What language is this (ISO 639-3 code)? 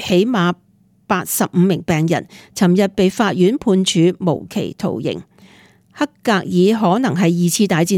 yue